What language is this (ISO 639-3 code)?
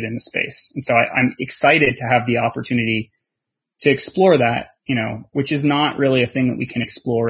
eng